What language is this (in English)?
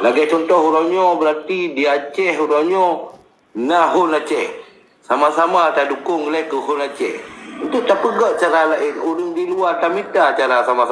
Achinese